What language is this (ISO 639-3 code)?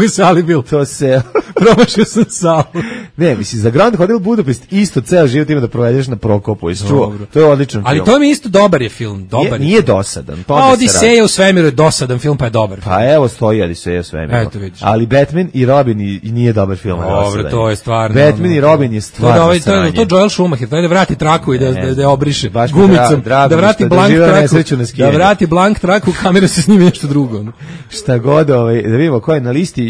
srp